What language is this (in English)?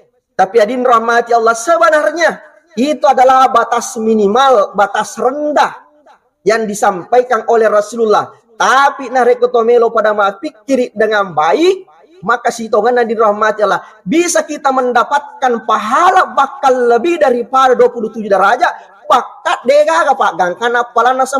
Buginese